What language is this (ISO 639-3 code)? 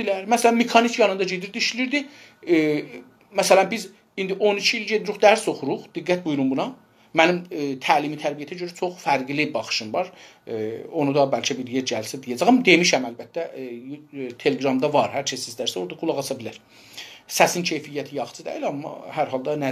azb